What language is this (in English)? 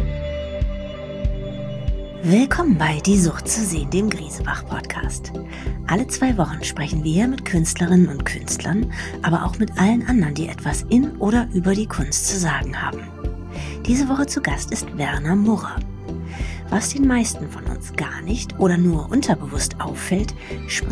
German